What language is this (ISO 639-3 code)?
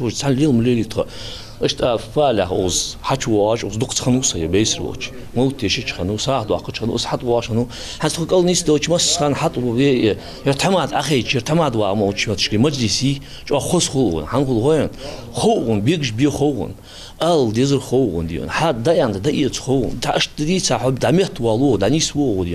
inh